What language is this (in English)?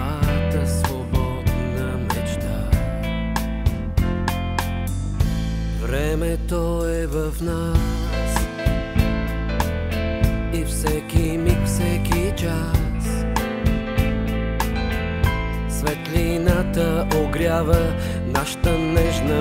Bulgarian